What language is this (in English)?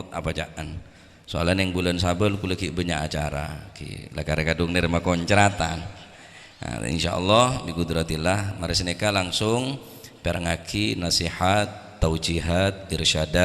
Madurese